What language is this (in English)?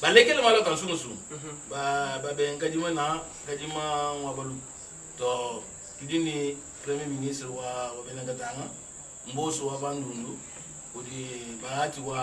Luba-Lulua